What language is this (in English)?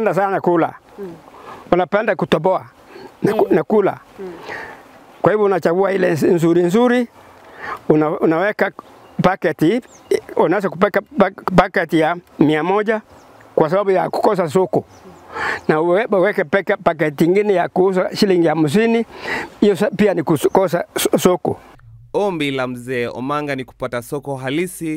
Swahili